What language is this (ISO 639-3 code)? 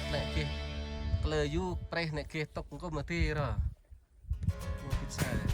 cmo